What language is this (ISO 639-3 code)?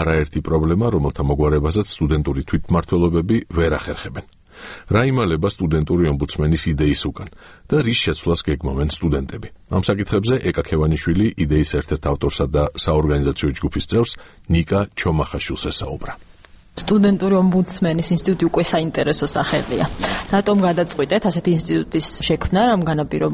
kat